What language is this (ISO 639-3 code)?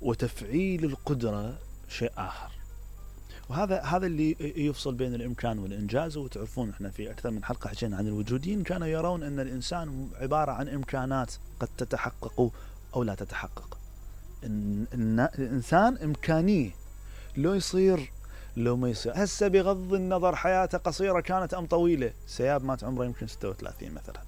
acm